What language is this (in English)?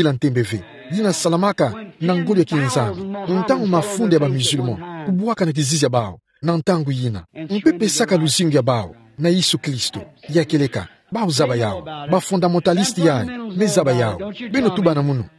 Kituba (Democratic Republic of Congo)